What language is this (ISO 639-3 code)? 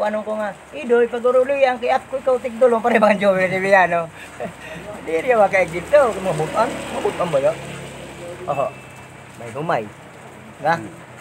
war